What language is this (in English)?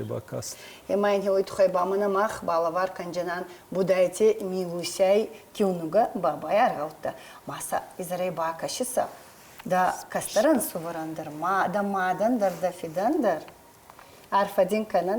Ossetic